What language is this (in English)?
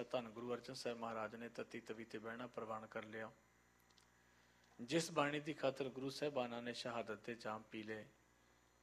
Punjabi